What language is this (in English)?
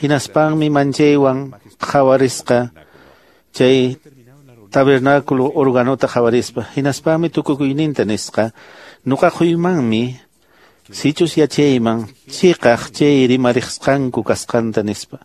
Quechua